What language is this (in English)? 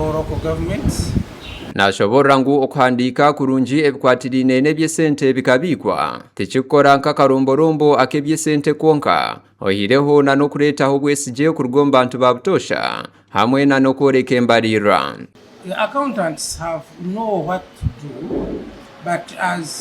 Nyankole